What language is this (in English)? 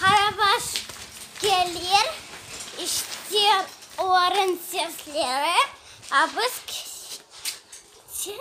Crimean Tatar